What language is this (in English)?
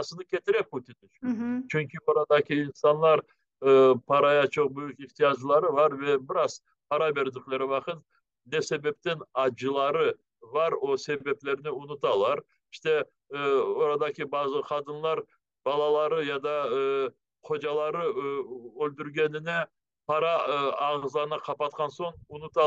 Crimean Tatar